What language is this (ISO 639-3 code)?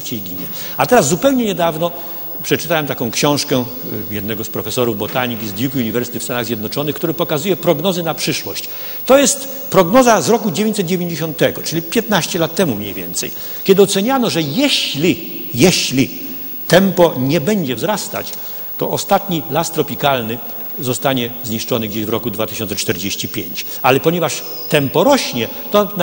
pol